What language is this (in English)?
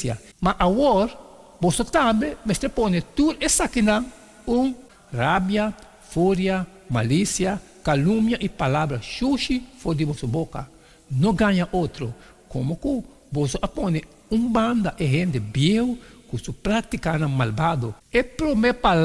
Papiamento